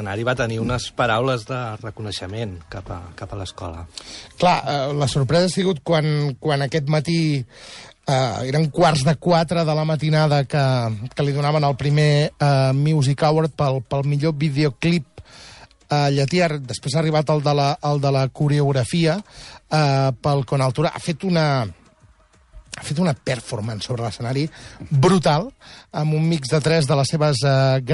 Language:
Catalan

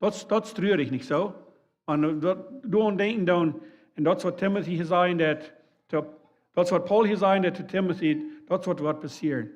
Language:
Plautdietsch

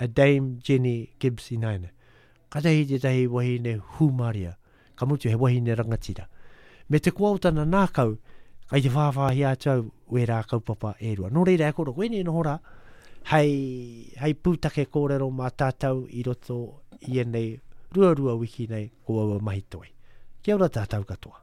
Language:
Māori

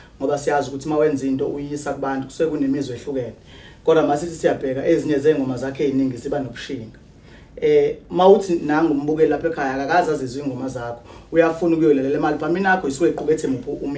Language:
Zulu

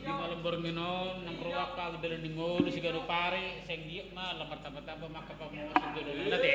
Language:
Batak Toba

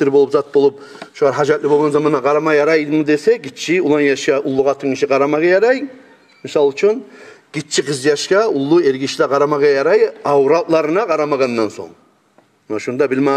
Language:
Kumyk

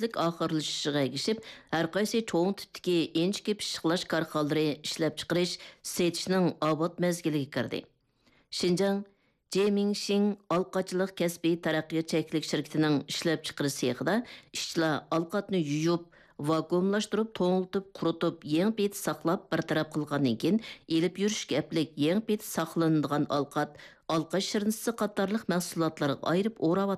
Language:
Uyghur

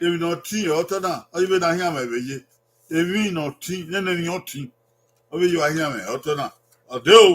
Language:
Bini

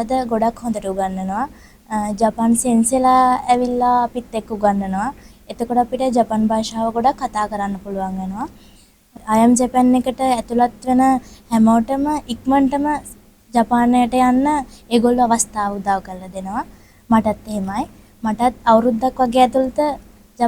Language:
Sinhala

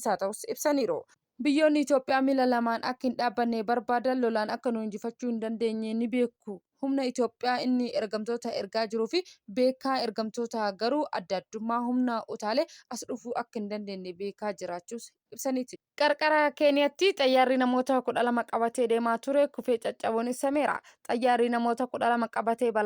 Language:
Oromo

